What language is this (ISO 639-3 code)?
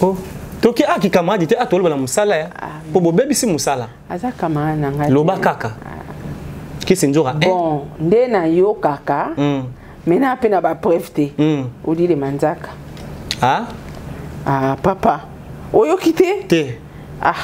lin